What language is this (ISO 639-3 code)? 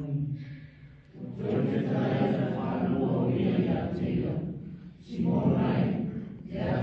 smo